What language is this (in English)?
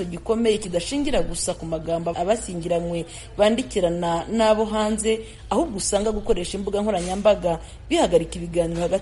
Kinyarwanda